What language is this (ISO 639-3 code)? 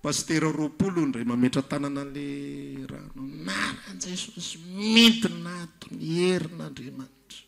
mlg